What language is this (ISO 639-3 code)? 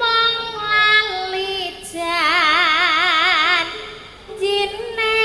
jav